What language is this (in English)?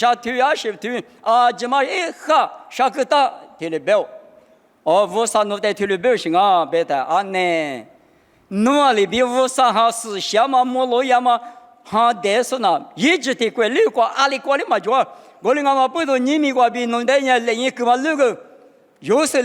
Lisu